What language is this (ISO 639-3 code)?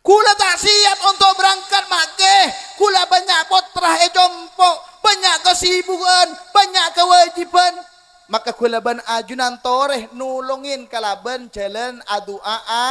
mad